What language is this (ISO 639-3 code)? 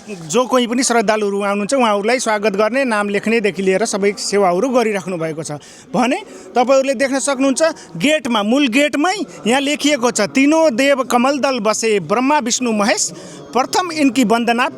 nep